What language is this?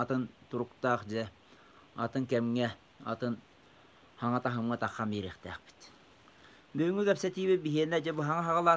Yakut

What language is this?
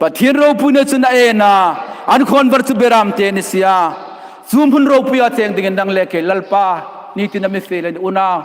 Hmar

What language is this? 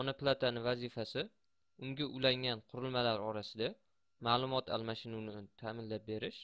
Uzbek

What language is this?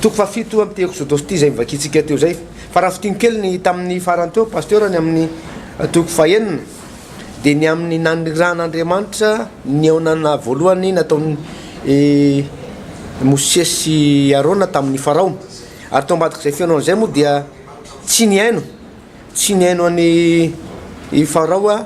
Malagasy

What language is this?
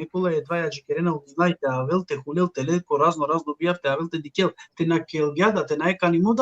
Balkan Romani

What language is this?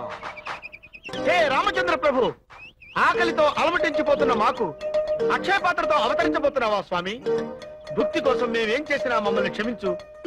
Telugu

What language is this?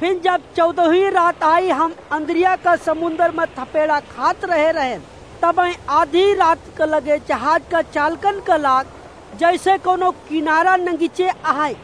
Awadhi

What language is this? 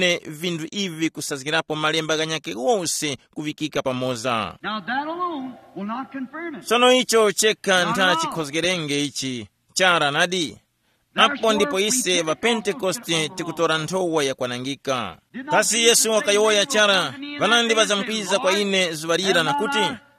Tumbuka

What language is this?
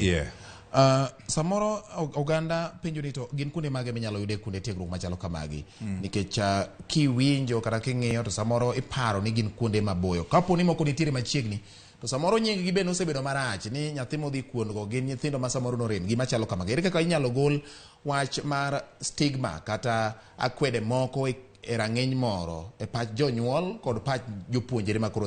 Luo (Kenya and Tanzania)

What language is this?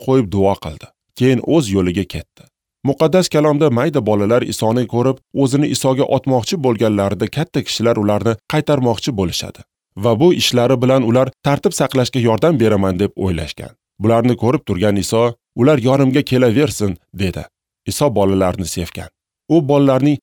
Uzbek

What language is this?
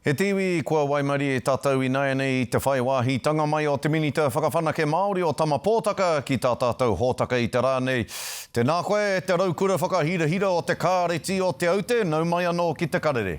Māori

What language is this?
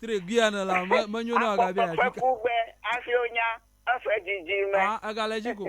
Ewe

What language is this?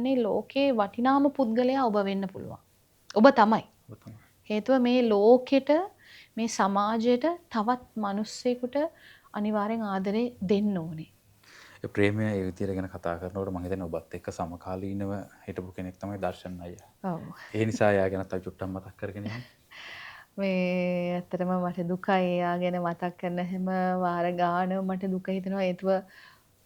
Sinhala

